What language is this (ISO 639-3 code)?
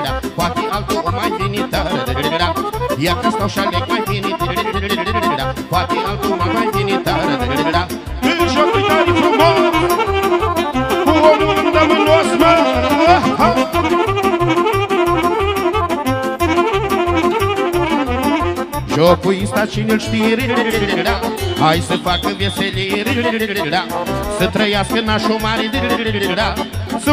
ron